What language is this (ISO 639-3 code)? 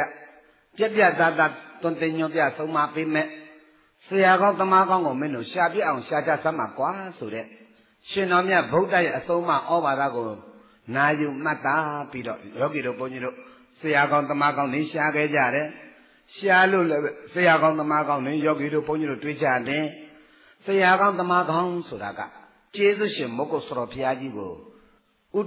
mya